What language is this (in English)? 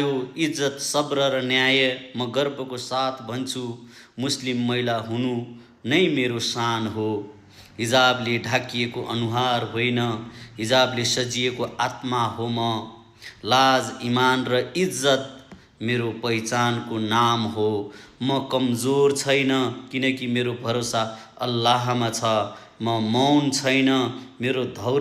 Nepali